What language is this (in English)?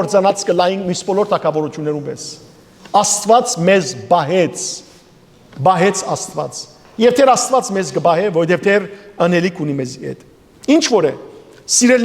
Western Armenian